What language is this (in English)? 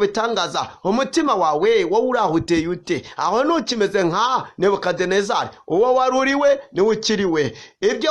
Kinyarwanda